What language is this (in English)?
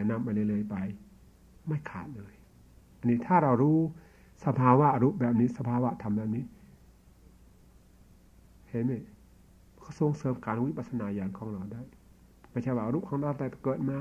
Thai